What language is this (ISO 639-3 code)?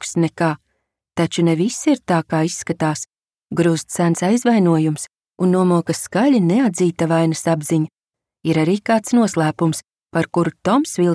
lav